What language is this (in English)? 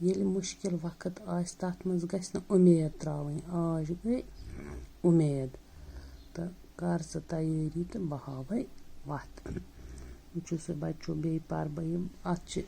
Kashmiri